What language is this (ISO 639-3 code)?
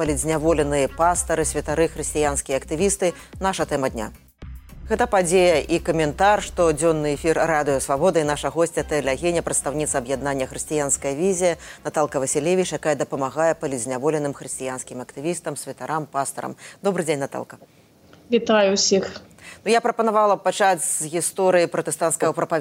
bel